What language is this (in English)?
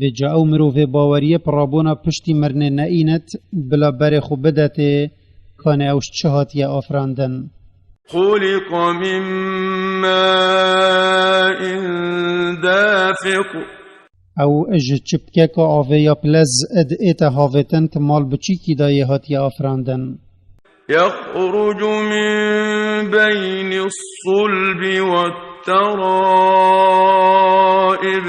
Kurdish